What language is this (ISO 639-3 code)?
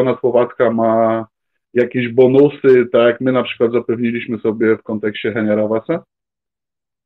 pol